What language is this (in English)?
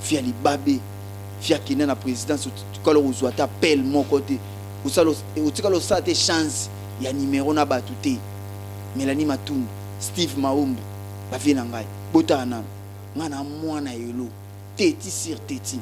Lingala